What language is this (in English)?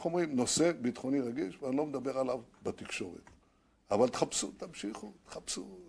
Hebrew